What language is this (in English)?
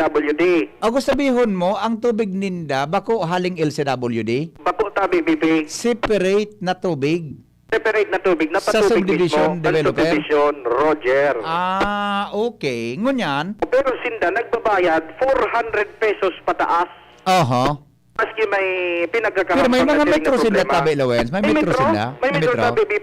Bikol